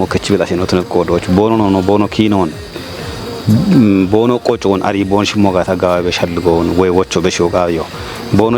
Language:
Kafa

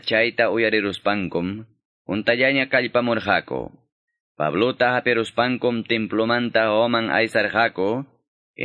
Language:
Ayacucho Quechua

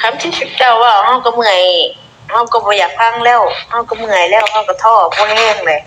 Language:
Northeastern Thai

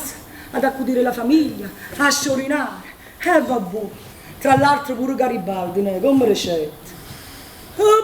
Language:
Neapolitan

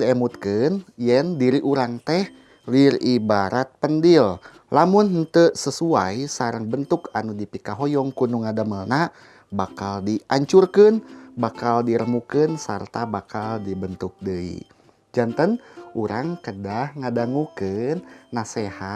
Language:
Sundanese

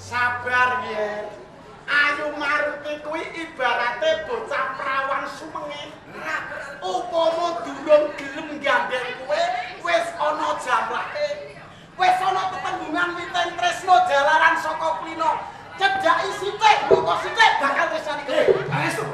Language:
Javanese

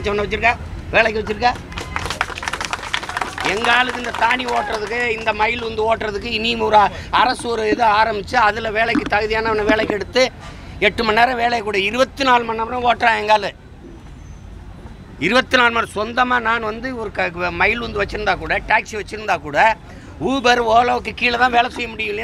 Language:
Tamil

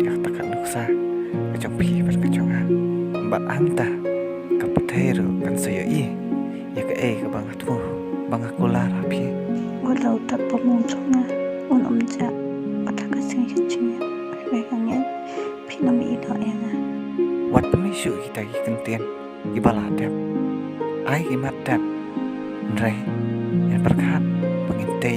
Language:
Khasi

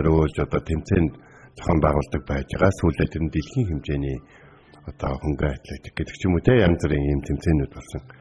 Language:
Mongolian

